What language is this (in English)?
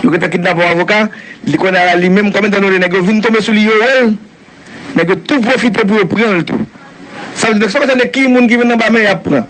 Haitian Creole